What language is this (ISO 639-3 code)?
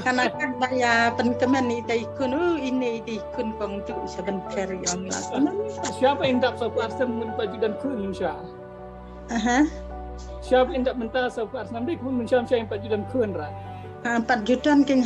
kha